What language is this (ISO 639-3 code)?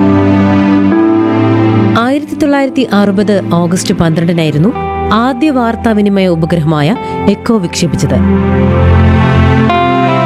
mal